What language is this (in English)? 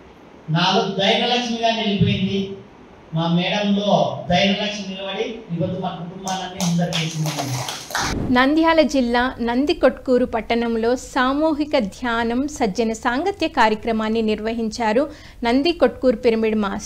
Telugu